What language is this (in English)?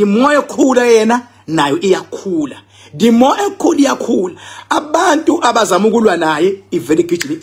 Zulu